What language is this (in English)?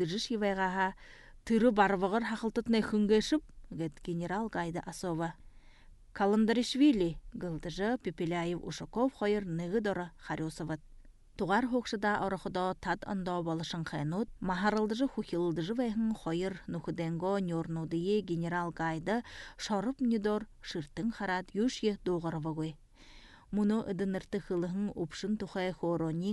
Buriat